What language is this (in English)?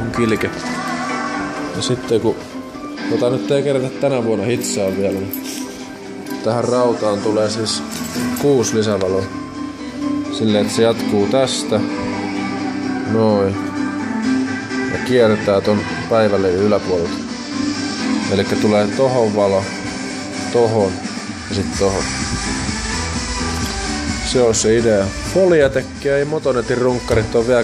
Finnish